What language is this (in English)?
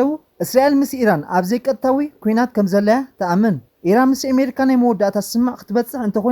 Tigrinya